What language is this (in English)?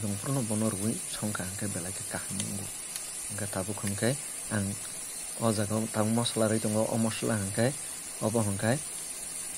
Kok Borok